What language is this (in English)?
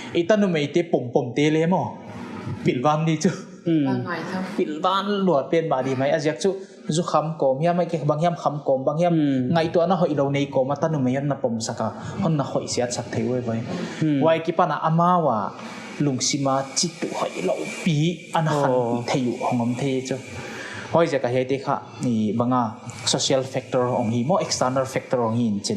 Paite Chin